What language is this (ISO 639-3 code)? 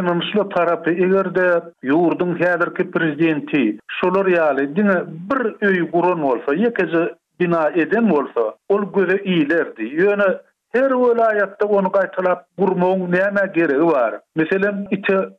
tuk